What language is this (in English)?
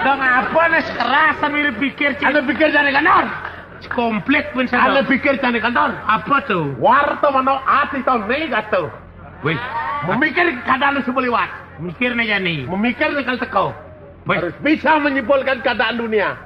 Balinese